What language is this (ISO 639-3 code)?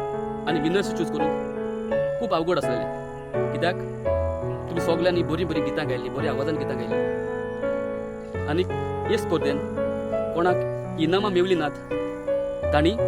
kok